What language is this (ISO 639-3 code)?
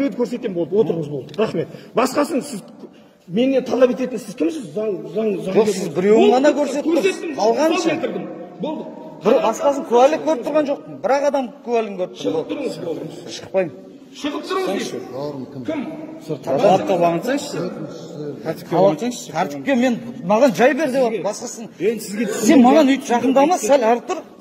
kaz